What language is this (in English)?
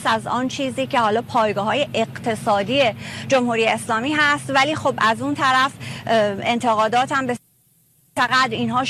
Persian